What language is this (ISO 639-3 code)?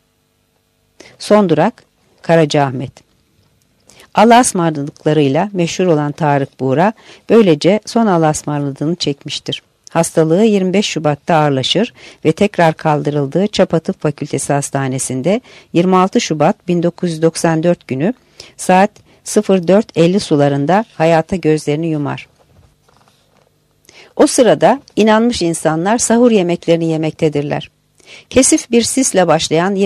tur